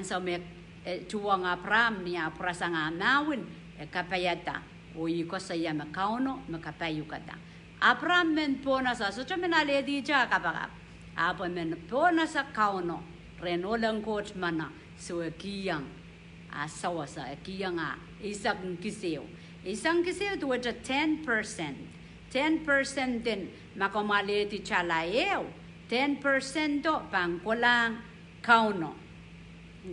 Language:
Pohnpeian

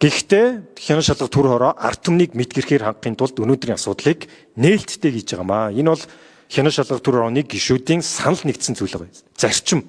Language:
Mongolian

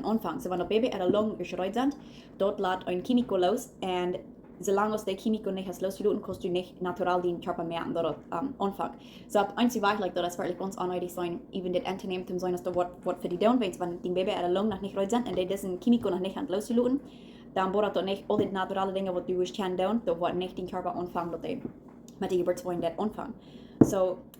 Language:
Plautdietsch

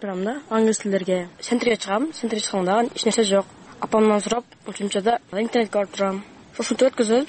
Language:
Kyrgyz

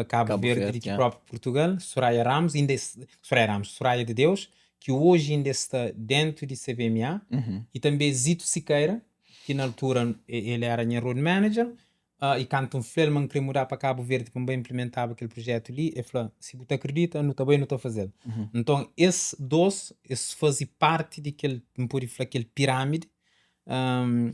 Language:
Kabuverdianu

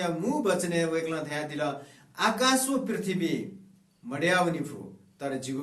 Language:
Newari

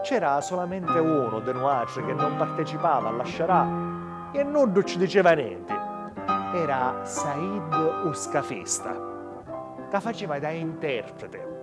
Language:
Sicilian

